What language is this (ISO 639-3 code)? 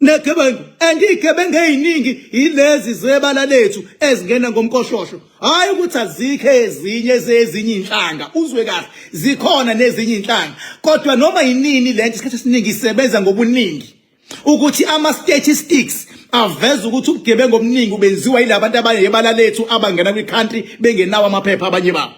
zul